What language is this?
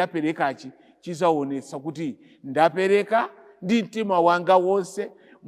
Nyanja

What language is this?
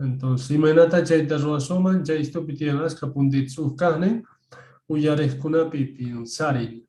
Quechua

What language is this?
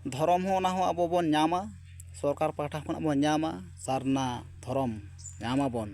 Santali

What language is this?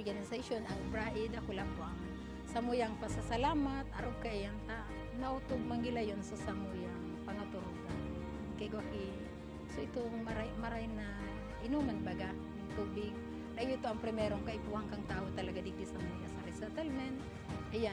Bikol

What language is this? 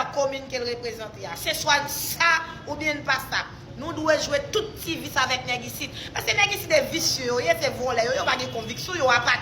Haitian Creole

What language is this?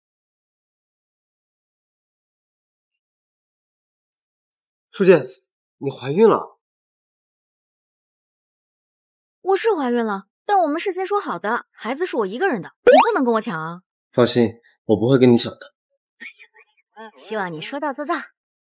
Chinese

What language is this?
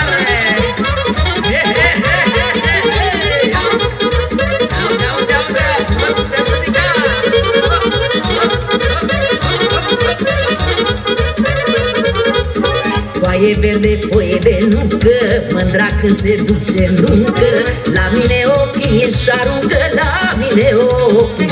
Romanian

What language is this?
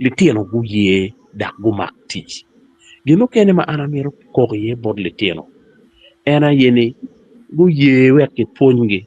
Acoli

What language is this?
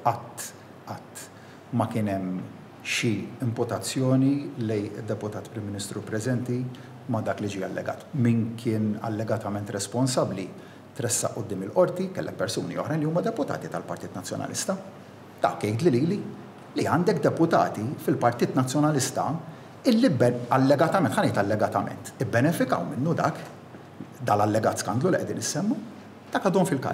Maltese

